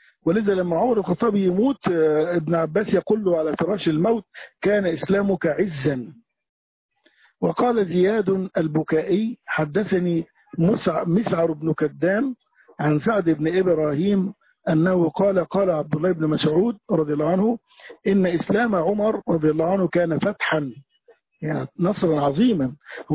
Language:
Arabic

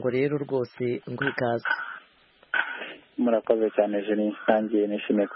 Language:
Kinyarwanda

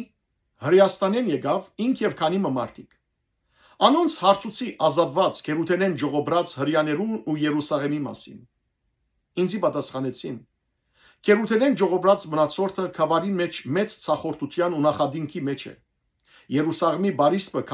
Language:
Western Armenian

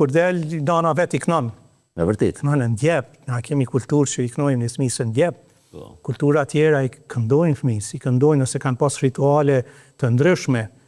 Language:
Albanian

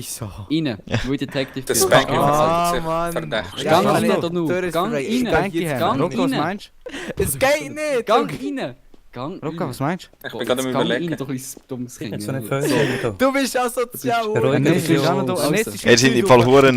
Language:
Swiss German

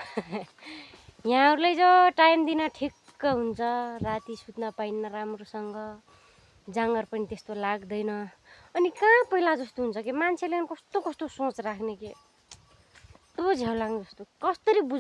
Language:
Nepali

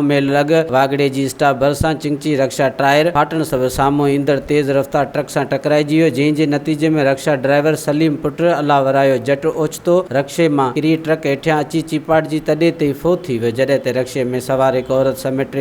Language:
Sindhi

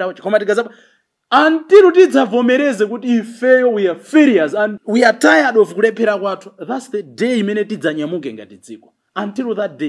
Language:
Nyanja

